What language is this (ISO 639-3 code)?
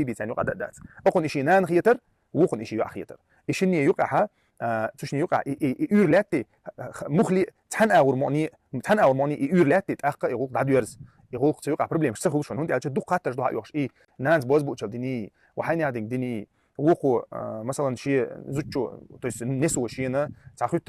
che